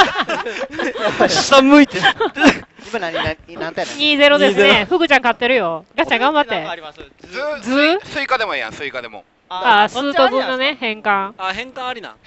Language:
Japanese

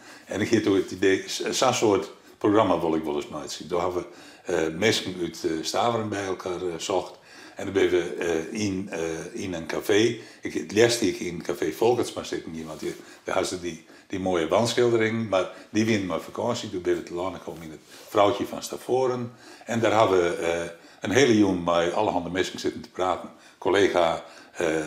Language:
Western Frisian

